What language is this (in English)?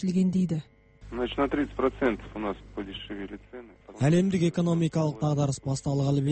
Kazakh